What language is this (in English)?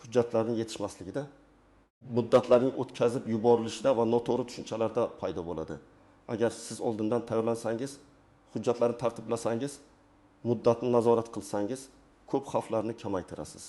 Uzbek